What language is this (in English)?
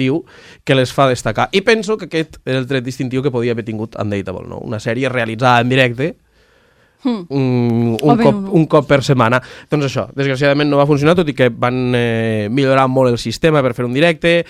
Catalan